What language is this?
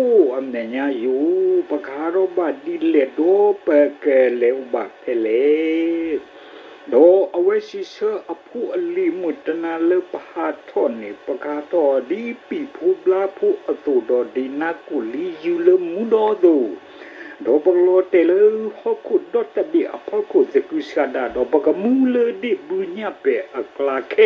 S'gaw Karen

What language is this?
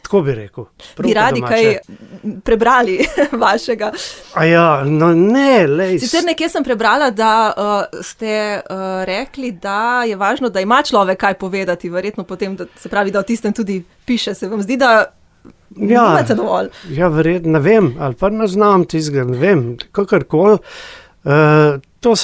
Slovenian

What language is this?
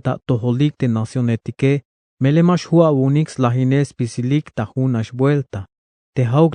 Tzeltal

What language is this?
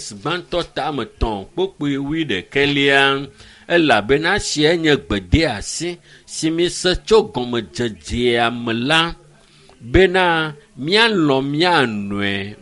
Ewe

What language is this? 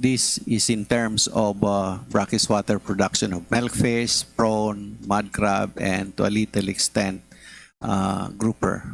Bikol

